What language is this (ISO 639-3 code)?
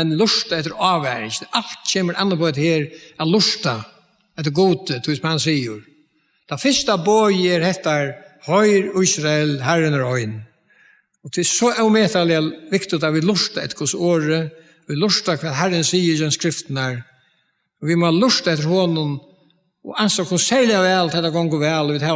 fao